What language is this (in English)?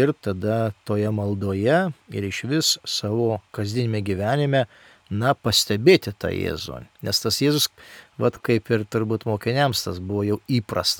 Lithuanian